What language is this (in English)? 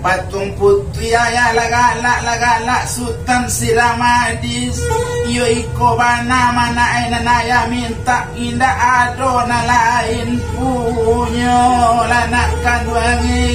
Minangkabau